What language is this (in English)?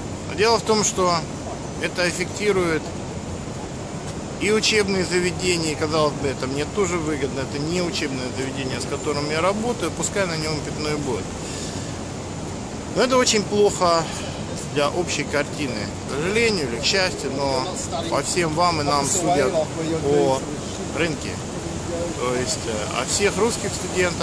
Russian